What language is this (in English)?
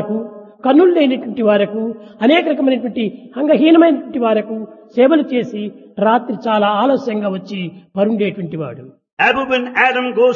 Telugu